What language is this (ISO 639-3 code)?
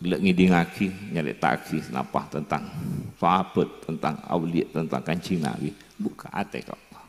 mad